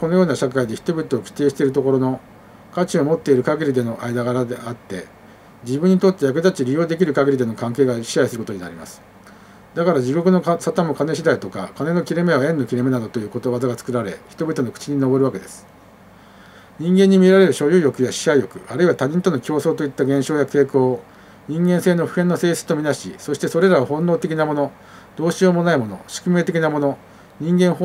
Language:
Japanese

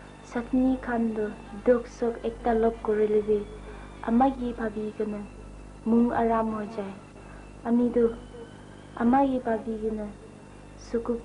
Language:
Naga Pidgin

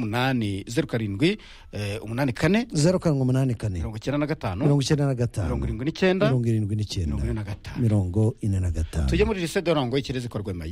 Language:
Kinyarwanda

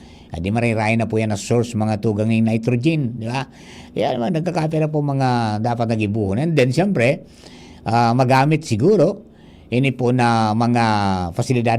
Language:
Bikol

